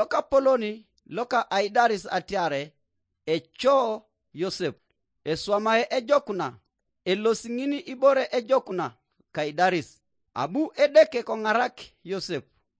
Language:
Teso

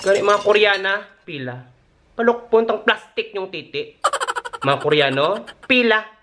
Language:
Hiligaynon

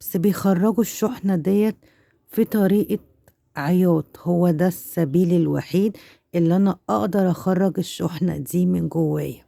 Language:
Egyptian Arabic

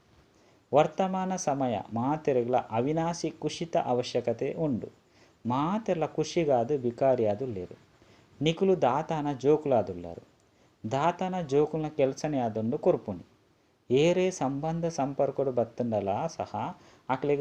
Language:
Tulu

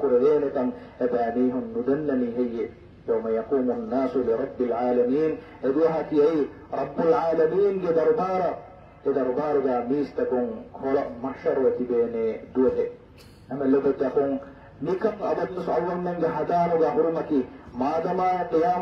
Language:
Divehi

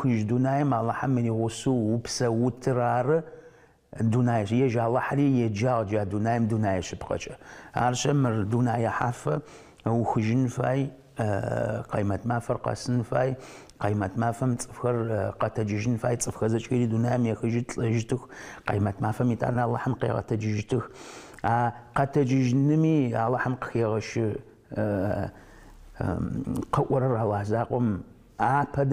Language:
Adyghe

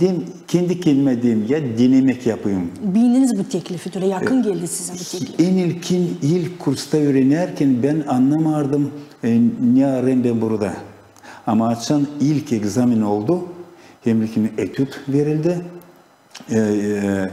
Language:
Gagauz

